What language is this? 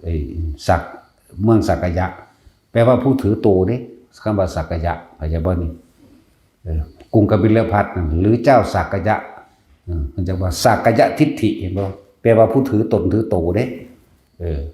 Northeastern Thai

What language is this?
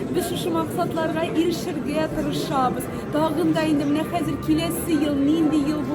Tatar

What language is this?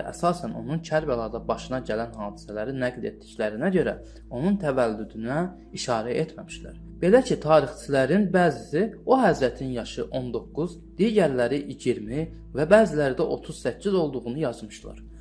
Azerbaijani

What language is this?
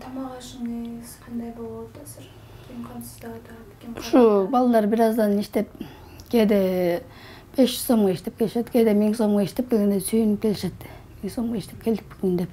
Kyrgyz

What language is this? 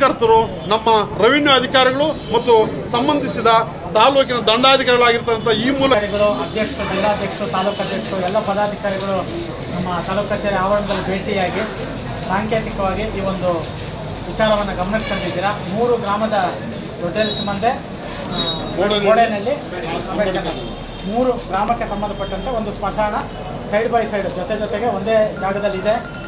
Kannada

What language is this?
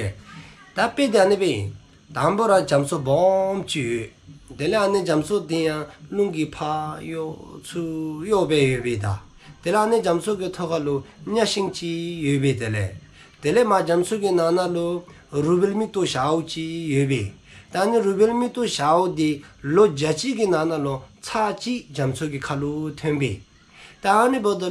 Dzongkha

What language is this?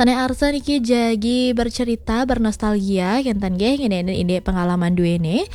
Balinese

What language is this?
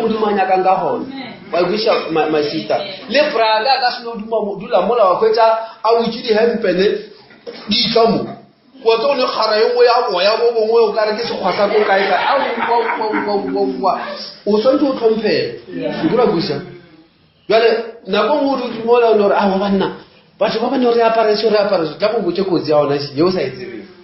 Northern Sotho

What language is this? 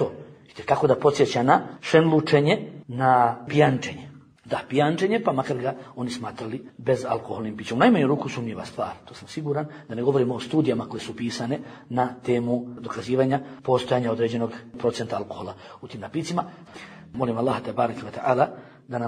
Bosnian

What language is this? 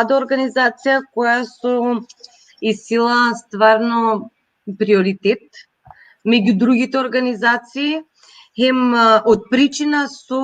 Balkan Romani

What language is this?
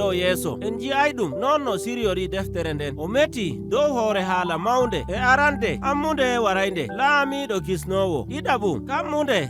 Nigerian Fulfulde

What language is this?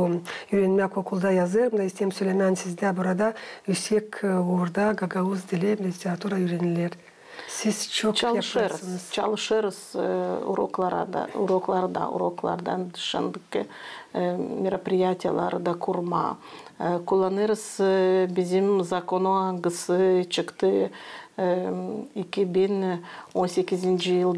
Gagauz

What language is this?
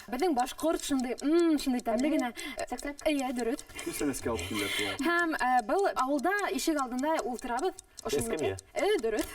Bashkir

